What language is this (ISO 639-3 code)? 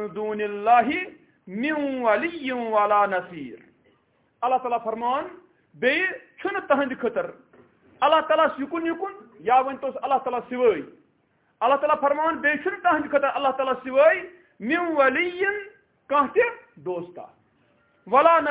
kas